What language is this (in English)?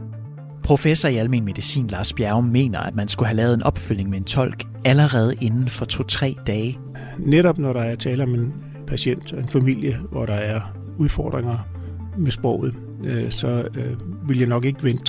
Danish